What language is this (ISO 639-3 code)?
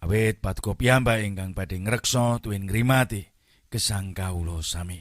jav